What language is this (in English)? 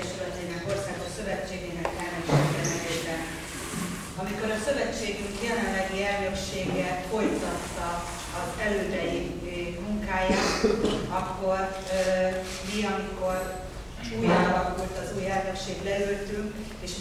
Hungarian